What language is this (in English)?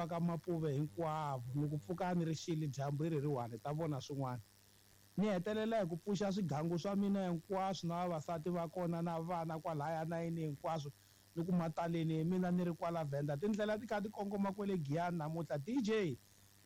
Tsonga